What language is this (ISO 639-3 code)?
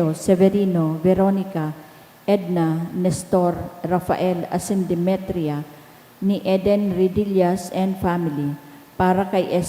bik